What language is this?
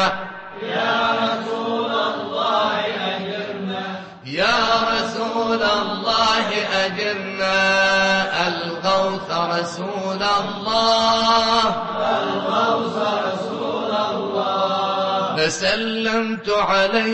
Arabic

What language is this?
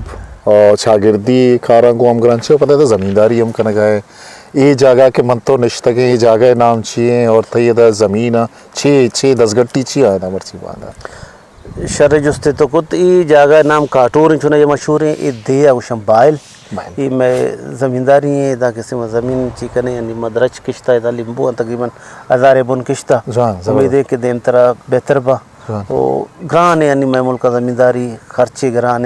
Eastern Balochi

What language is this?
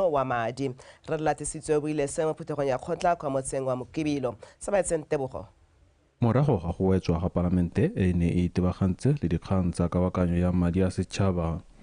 Tswana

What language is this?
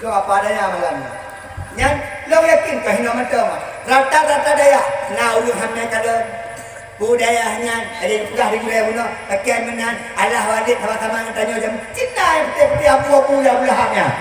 Achinese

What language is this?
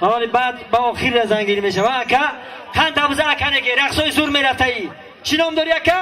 Tajik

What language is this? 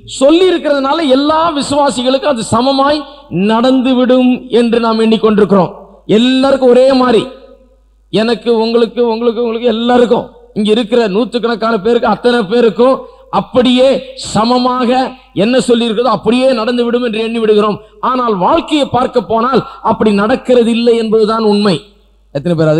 Tamil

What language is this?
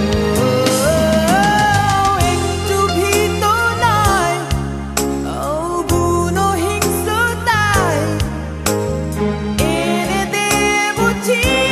Bangla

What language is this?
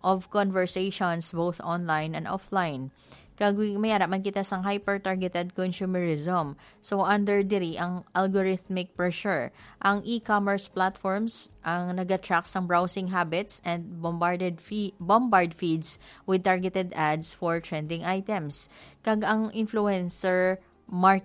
Hiligaynon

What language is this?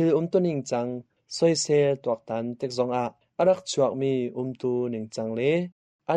Hakha Chin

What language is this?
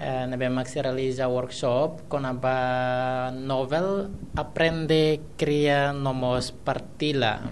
Tetum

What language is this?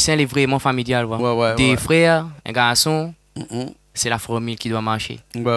Réunion Creole French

